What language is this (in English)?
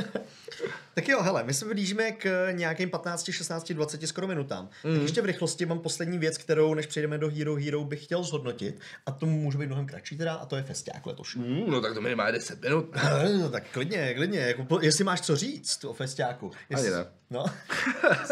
Czech